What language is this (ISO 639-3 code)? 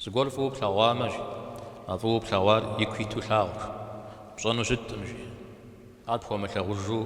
kbd